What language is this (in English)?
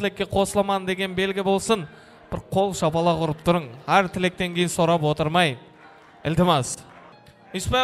Kara-Kalpak